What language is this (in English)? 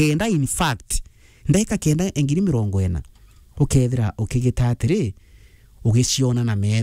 Meru